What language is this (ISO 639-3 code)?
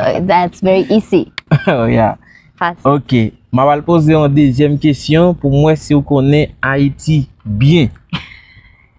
hat